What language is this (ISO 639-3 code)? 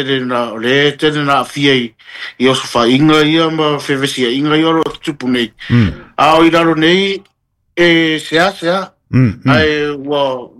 smo